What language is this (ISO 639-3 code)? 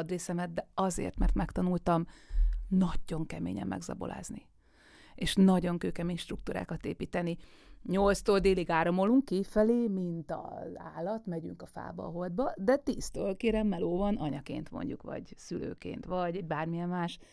hun